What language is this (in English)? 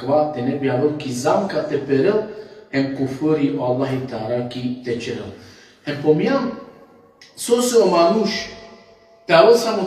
Balkan Romani